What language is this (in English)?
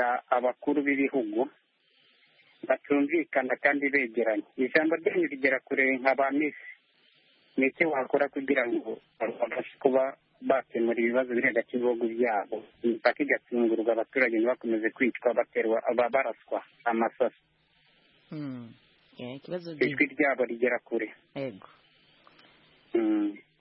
Kinyarwanda